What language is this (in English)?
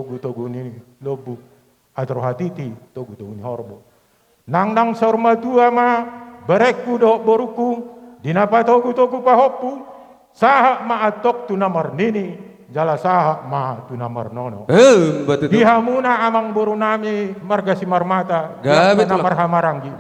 Batak Toba